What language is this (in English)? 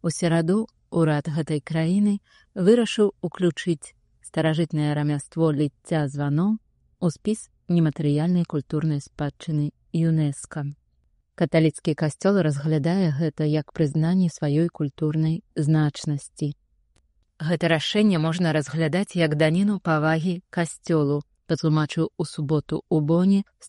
Belarusian